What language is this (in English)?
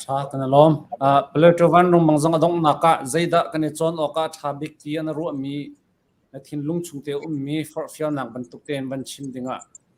Hakha Chin